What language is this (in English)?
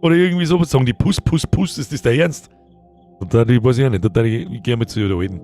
Bavarian